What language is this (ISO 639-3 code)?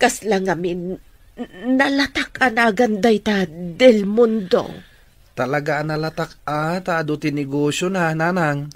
ilo